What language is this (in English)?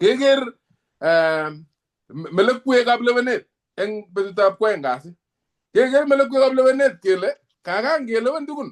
Kalenjin